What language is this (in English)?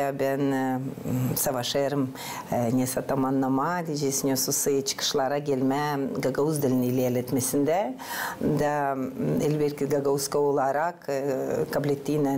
Gagauz